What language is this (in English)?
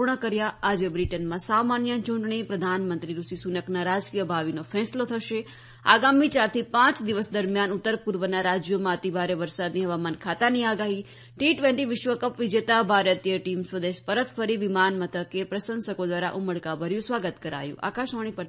Gujarati